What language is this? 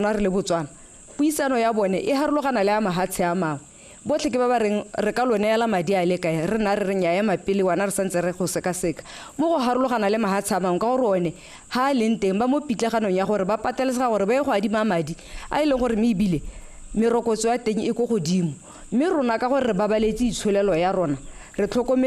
Tswana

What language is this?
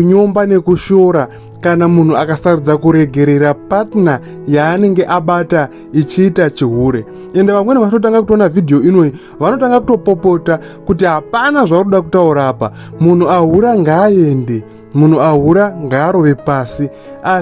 Shona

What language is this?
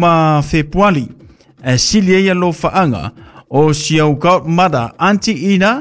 Samoan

